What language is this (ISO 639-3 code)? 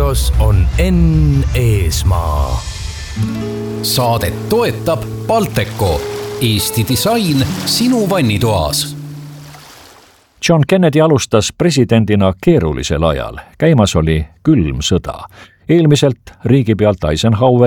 est